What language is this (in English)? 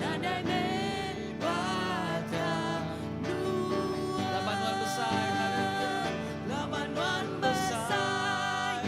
Iban